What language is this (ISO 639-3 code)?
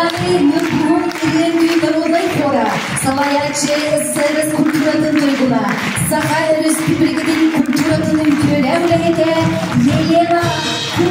sah